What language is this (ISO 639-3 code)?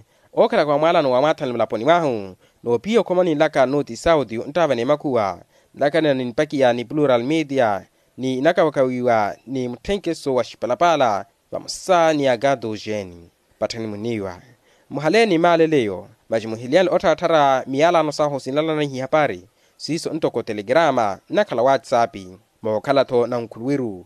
vmw